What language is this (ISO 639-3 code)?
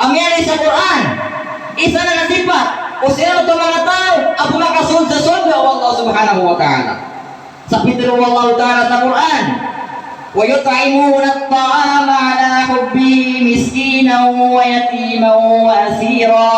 mrw